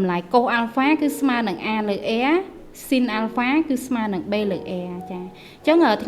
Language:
Khmer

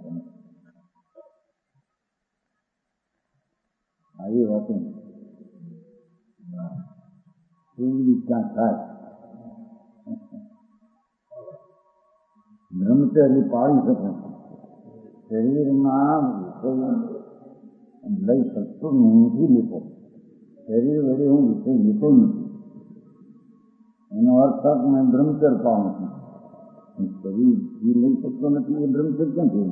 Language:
Gujarati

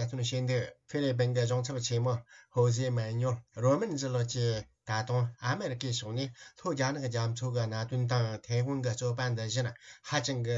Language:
Tibetan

